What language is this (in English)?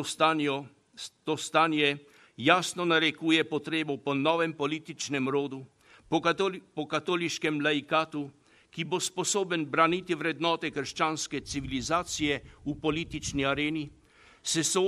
Slovenian